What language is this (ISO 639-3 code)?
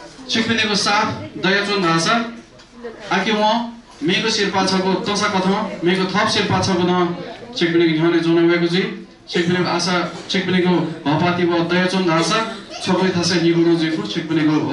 new